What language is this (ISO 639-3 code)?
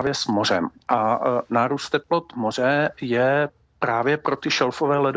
ces